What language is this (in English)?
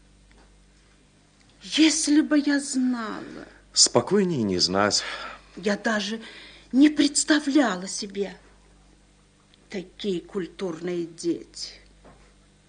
Russian